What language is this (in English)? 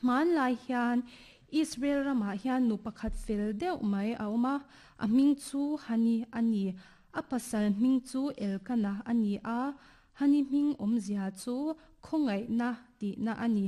Mizo